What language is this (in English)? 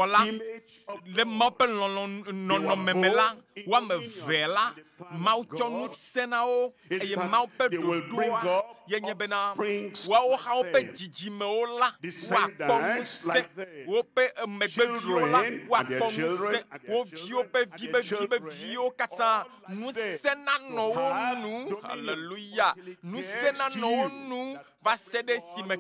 Ewe